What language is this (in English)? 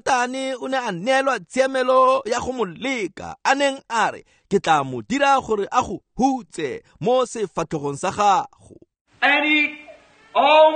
Tswana